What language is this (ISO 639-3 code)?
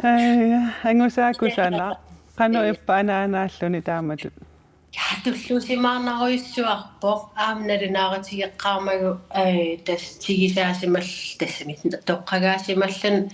kal